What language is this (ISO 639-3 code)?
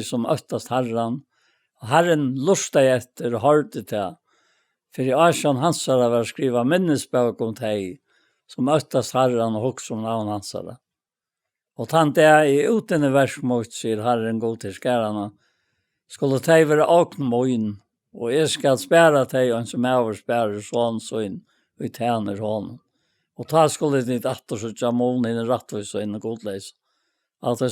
fao